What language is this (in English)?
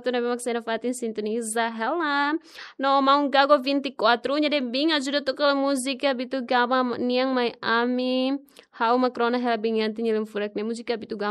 Tetum